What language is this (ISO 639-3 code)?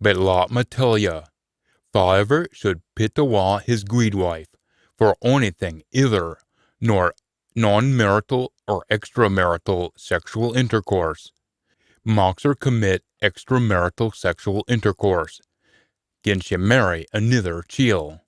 sco